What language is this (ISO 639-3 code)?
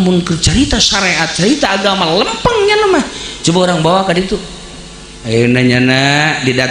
sun